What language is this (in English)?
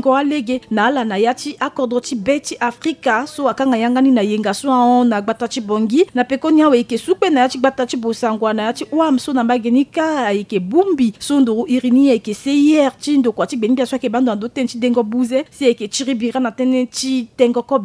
Sango